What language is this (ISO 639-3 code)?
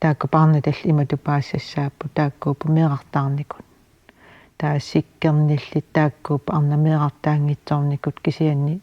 kal